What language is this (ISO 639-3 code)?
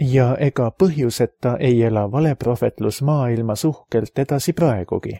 est